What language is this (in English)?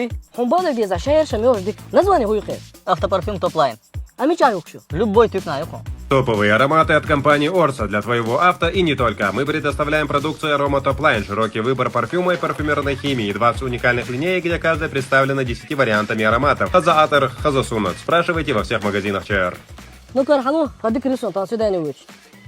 Chechen